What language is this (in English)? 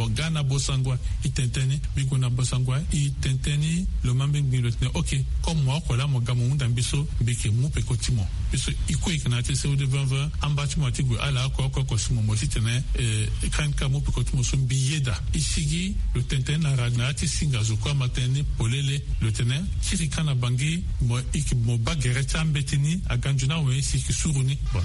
Sango